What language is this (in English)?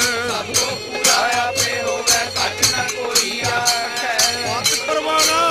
Punjabi